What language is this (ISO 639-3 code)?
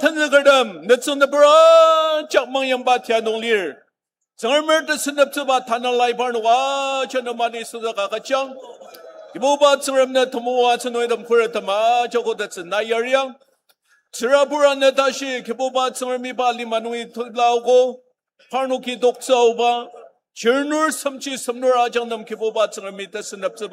njo